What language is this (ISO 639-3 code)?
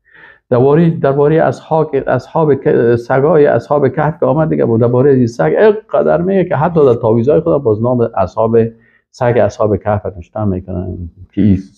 fas